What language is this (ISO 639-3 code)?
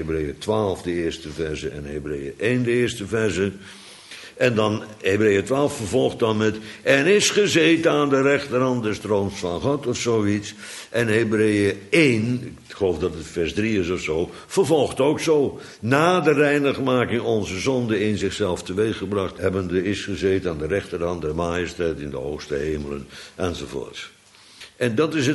nld